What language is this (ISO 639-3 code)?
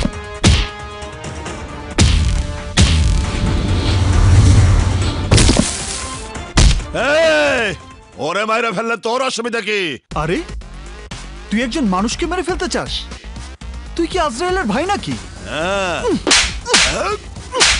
ben